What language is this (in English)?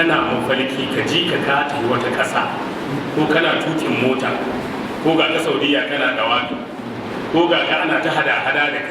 Hausa